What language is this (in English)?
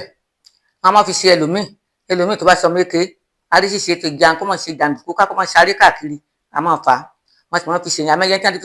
Yoruba